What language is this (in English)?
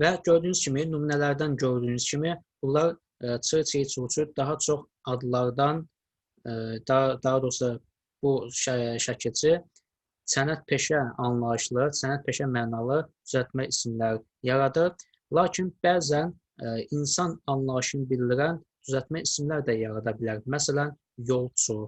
Azerbaijani